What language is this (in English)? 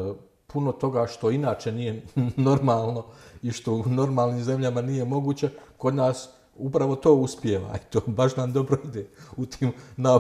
Bosnian